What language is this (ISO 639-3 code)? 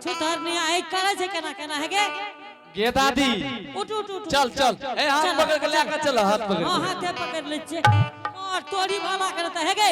anp